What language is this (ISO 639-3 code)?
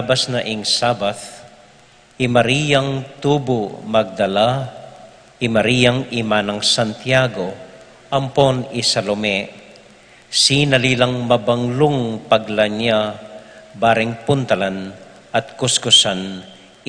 pam